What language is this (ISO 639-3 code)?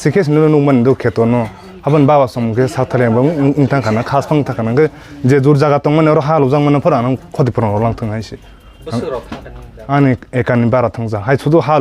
trp